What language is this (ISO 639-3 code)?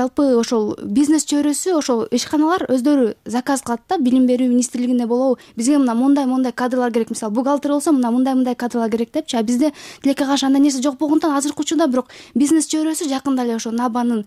kir